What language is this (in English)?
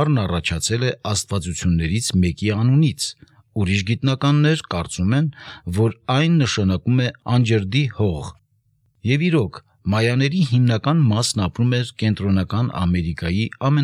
Armenian